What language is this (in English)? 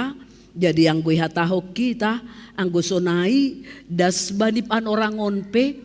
Batak Simalungun